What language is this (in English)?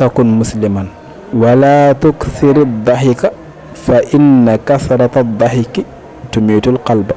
Fula